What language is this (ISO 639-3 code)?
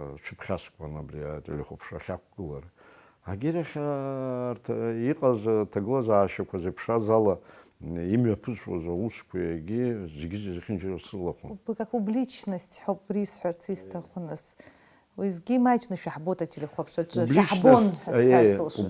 abk